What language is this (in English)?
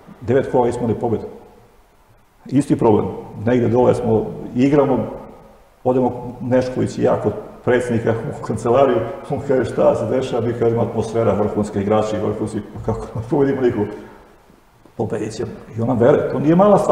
Serbian